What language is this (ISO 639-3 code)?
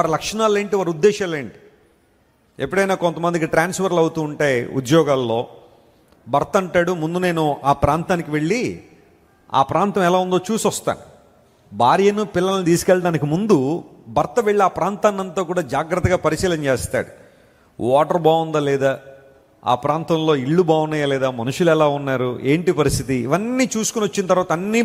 tel